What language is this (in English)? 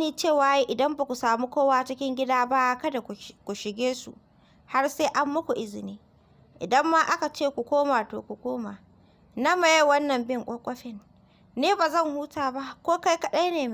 Hausa